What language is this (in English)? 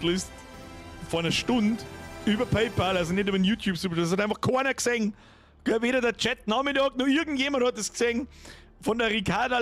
Bavarian